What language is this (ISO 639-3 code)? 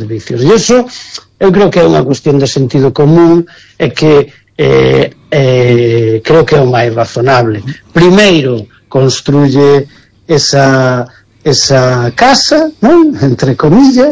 glg